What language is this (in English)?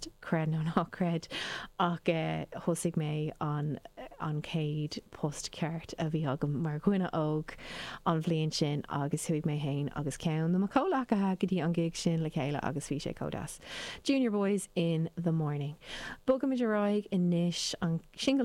Irish